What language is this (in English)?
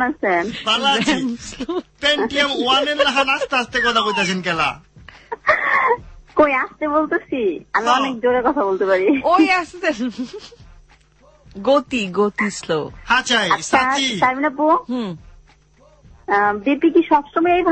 Bangla